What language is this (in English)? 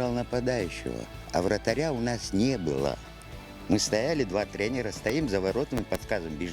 Abkhazian